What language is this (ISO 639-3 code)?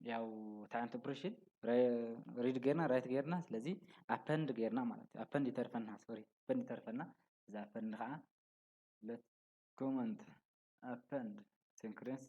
tir